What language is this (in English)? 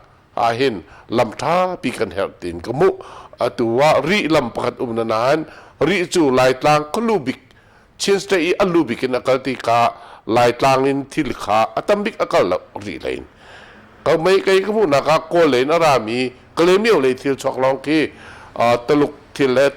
Hakha Chin